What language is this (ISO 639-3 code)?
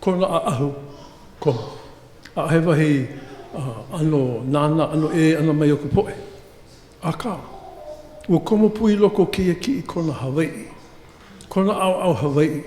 haw